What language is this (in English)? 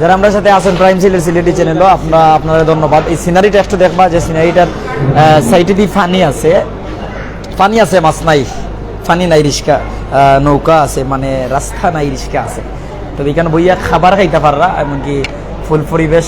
Sylheti